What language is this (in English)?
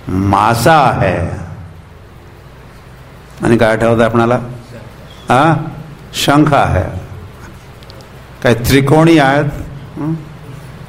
Marathi